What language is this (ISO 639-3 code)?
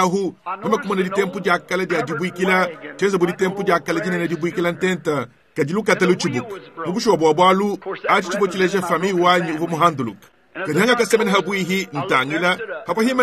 lua